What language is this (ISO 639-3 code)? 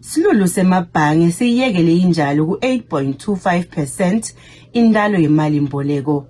zul